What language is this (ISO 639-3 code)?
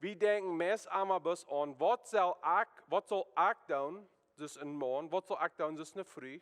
pdt